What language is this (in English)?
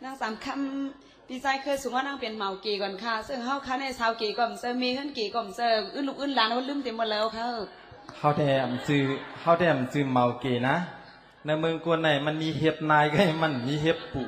Shan